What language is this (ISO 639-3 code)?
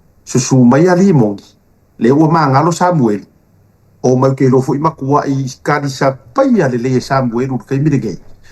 smo